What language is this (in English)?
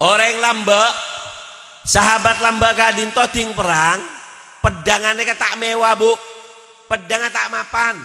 Madurese